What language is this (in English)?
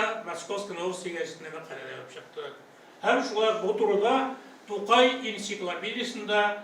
Tatar